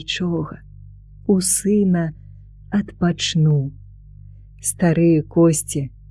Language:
Belarusian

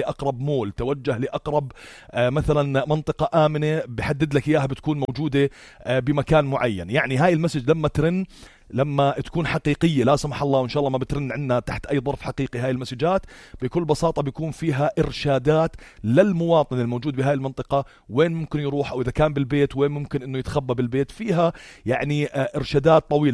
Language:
North Levantine Arabic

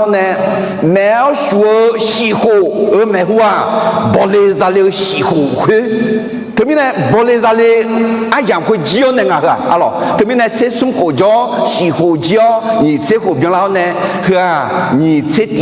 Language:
Akha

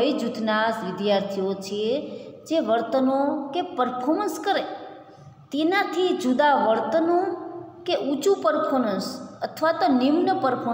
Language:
Gujarati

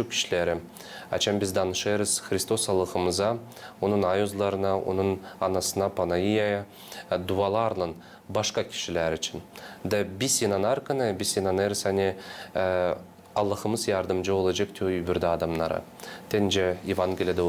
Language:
Gagauz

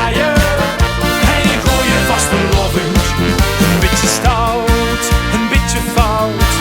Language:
Limburgish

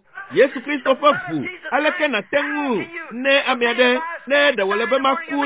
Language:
Ewe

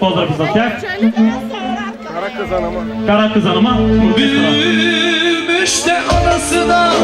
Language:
Bulgarian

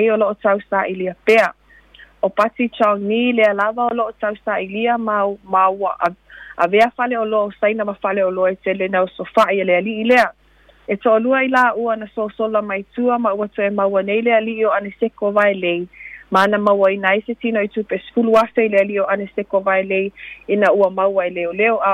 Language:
Samoan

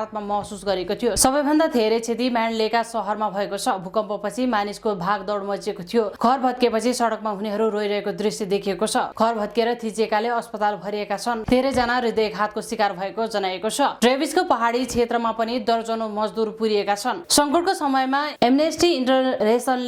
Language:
Nepali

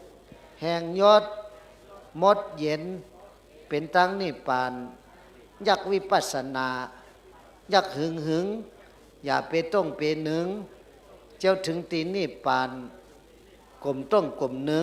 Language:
Shan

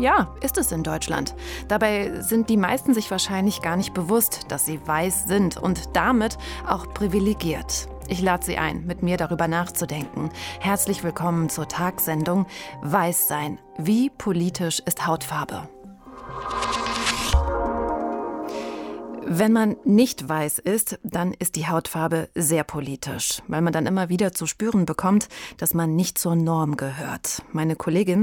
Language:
German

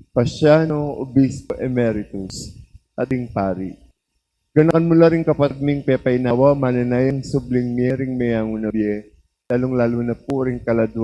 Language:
Pampanga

